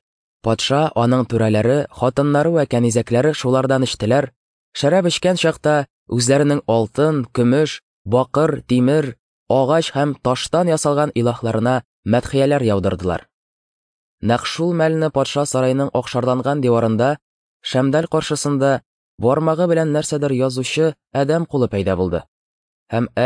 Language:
Tatar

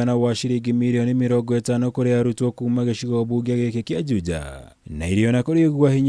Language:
Kikuyu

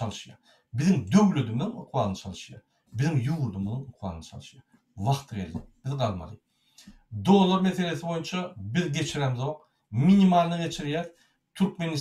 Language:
Turkmen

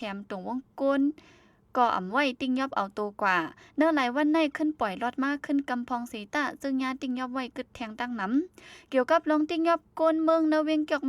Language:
Shan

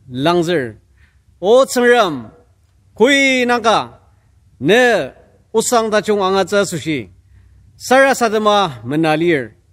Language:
Ao Naga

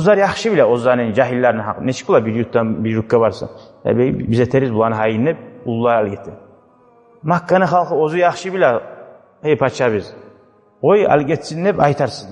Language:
Kumyk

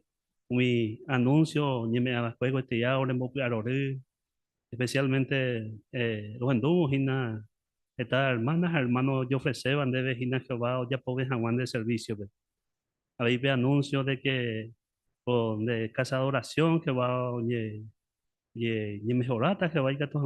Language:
Guarani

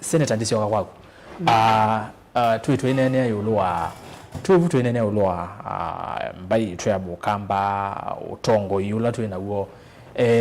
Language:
Kamba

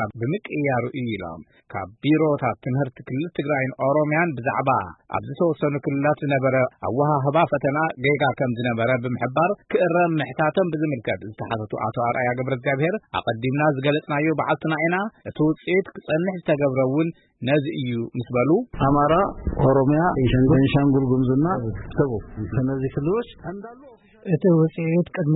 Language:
Tigrinya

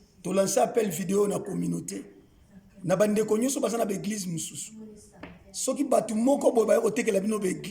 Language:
Lingala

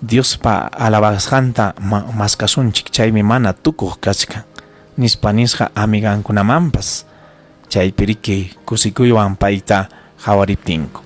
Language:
Ayacucho Quechua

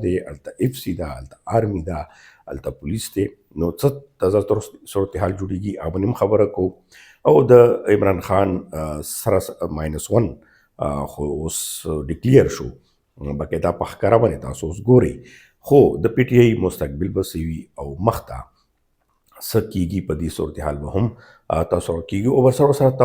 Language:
Pashto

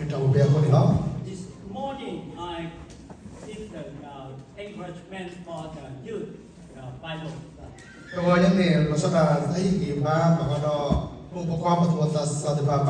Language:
S'gaw Karen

